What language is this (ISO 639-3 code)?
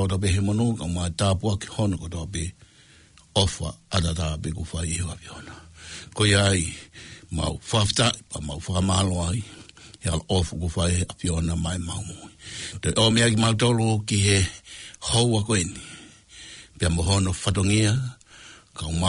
ton